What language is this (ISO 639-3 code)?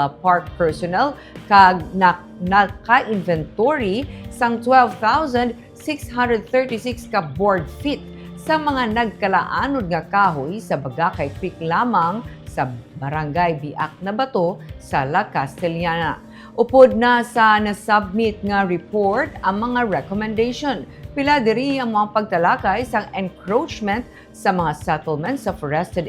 hil